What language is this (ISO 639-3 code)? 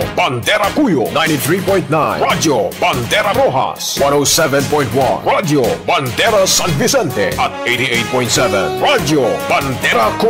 fil